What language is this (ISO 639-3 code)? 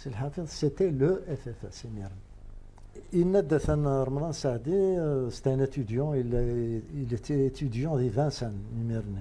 kab